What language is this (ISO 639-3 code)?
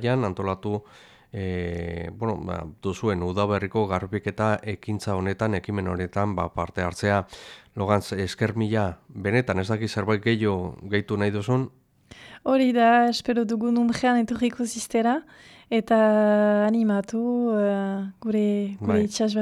eus